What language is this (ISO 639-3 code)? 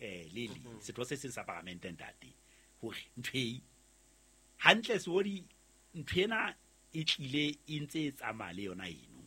sot